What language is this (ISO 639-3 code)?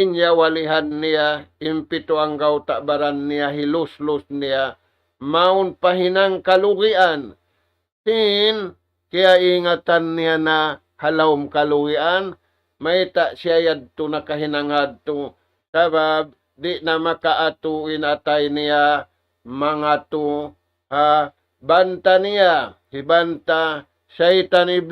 tsg